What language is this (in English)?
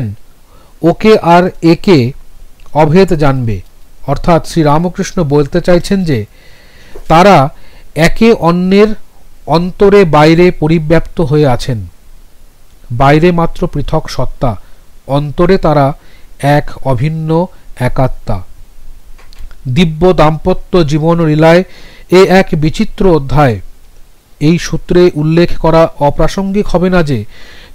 Bangla